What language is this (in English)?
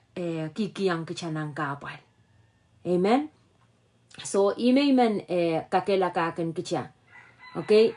Pohnpeian